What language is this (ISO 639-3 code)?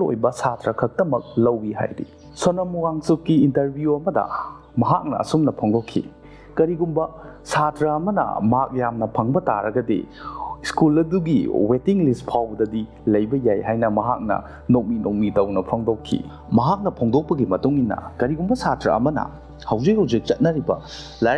mni